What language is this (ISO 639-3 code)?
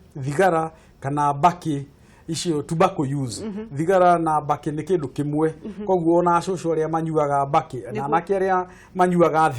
kik